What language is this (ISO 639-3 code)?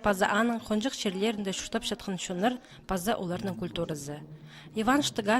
kjh